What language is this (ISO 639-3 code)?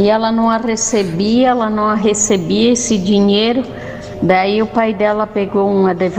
por